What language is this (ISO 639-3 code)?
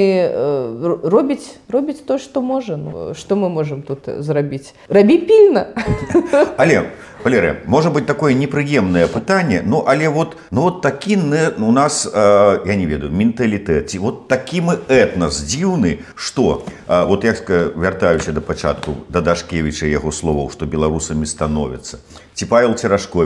bel